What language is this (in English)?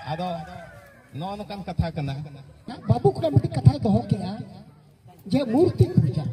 Santali